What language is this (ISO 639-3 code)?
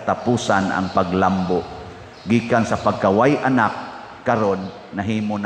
ceb